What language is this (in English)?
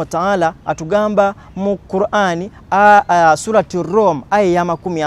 Ganda